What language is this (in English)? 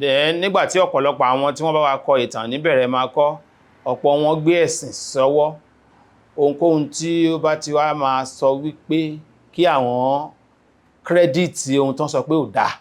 Yoruba